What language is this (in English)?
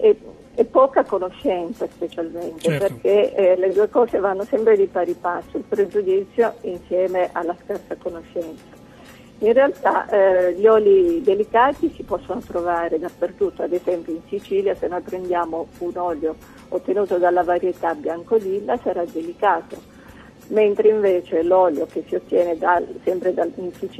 Italian